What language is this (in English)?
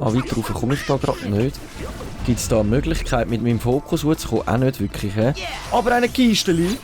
Swiss German